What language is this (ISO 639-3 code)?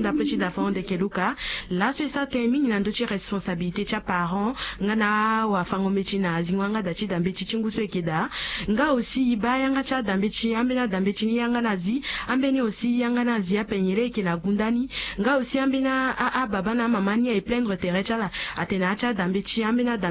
sag